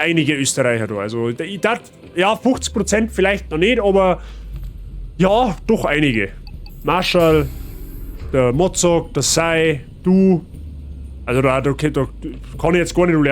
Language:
Bavarian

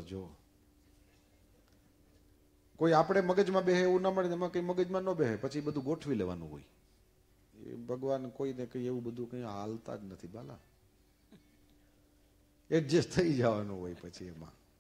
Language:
Gujarati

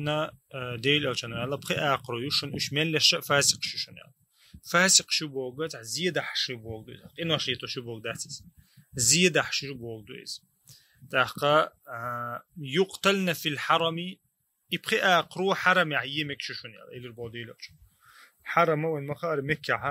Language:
Chechen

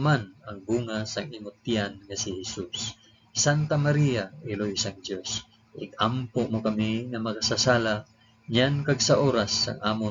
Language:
Hiligaynon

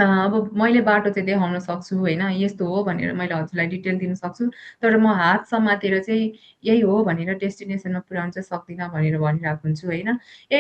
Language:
Nepali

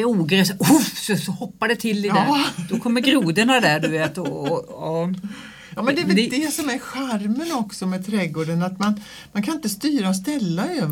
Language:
Swedish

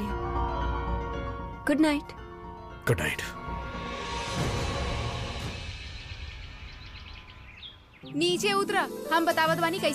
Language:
Bhojpuri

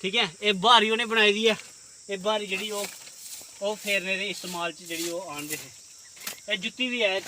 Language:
Dogri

